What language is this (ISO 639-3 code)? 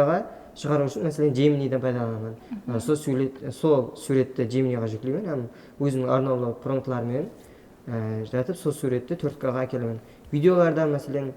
kaa